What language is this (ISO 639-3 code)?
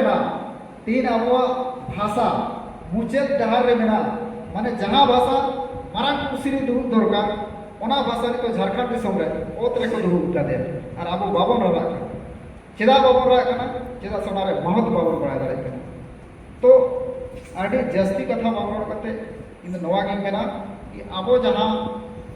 sat